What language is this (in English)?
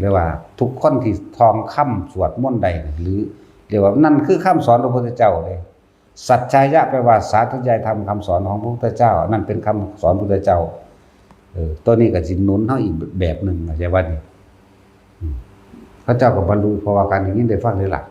Northeastern Thai